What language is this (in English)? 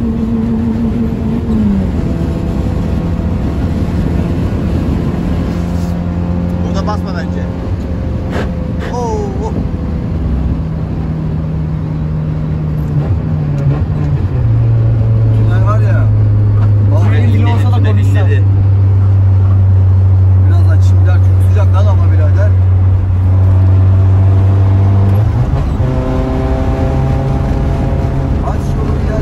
Turkish